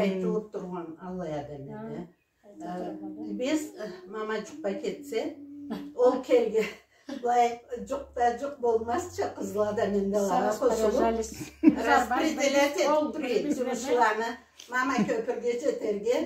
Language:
Karachay-Balkar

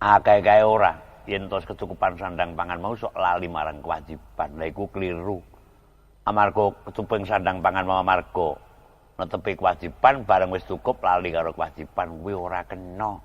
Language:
Javanese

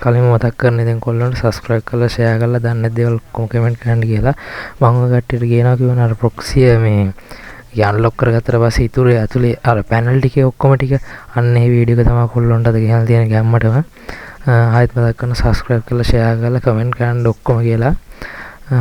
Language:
Sinhala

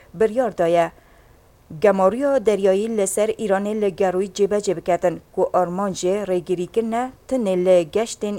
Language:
Kurdish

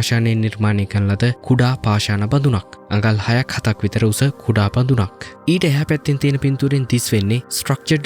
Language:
Sinhala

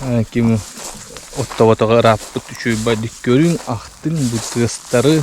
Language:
Yakut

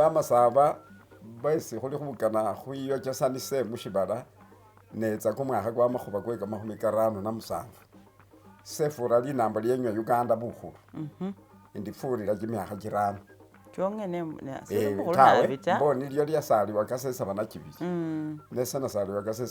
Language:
Masaaba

